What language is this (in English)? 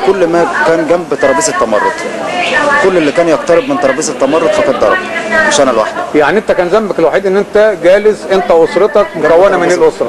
Egyptian Arabic